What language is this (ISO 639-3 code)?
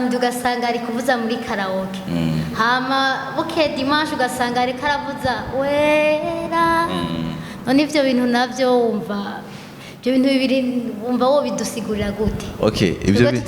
run